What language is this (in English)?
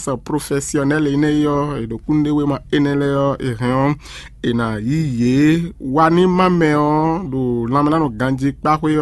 Fon